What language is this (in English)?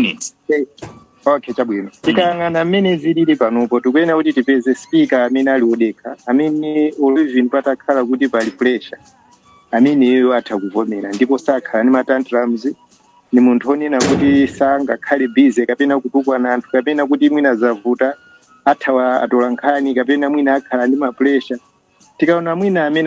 Nyanja